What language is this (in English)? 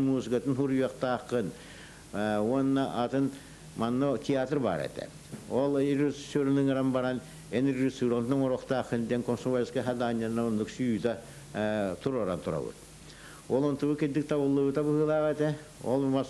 Yakut